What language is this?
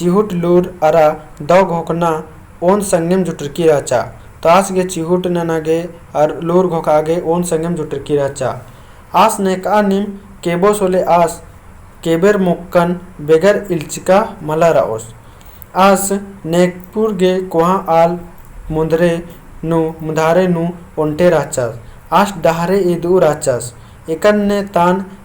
Kurukh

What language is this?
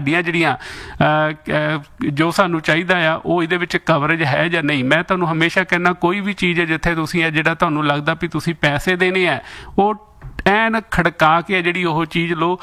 Punjabi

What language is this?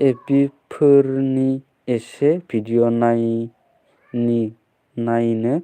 Bodo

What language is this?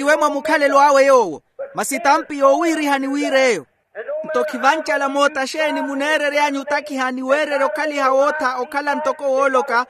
Makhuwa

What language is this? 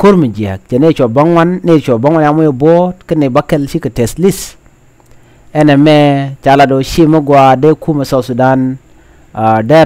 Nuer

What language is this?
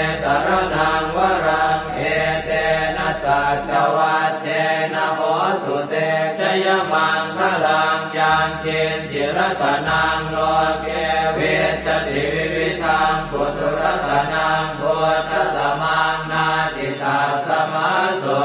Pali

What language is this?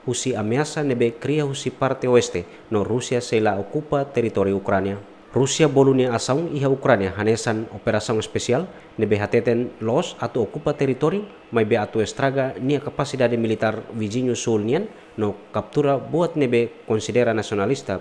Tetum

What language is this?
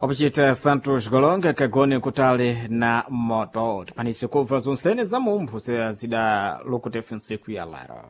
Sena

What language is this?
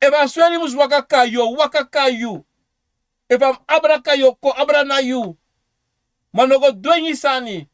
Sranan Tongo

